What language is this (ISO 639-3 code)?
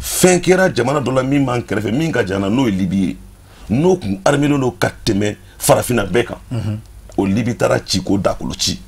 bam